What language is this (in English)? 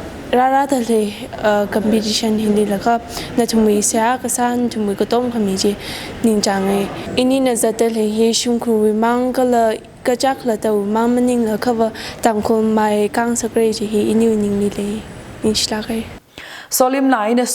Tangkhul Naga (India)